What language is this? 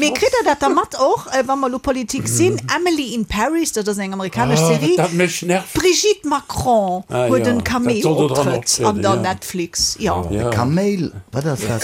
Luxembourgish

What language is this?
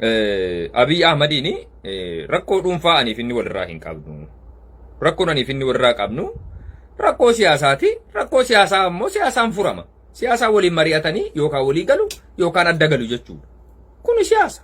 Oromo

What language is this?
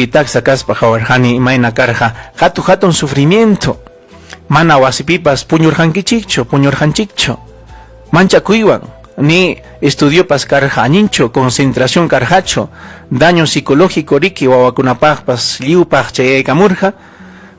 Ayacucho Quechua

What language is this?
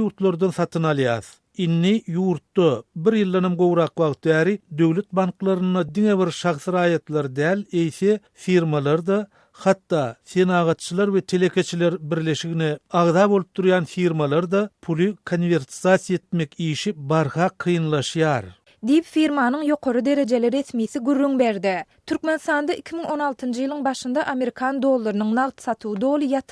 Turkmen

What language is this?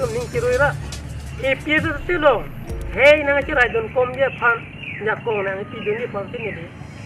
Karbi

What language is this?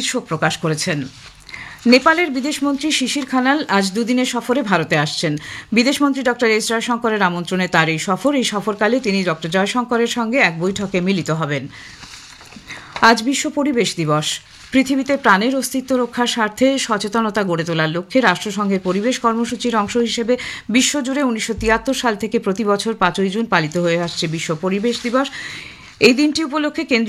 Bangla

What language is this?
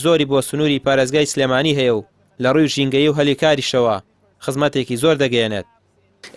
Central Kurdish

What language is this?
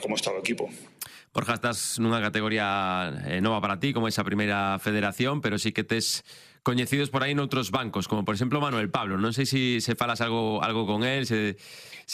Galician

